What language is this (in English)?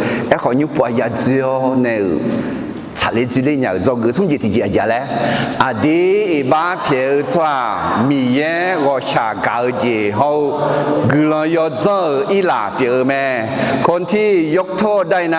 Akha